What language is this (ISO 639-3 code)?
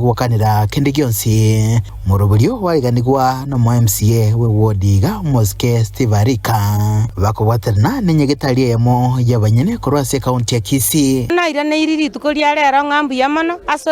guz